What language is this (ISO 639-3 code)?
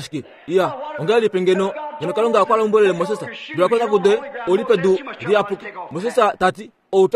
kua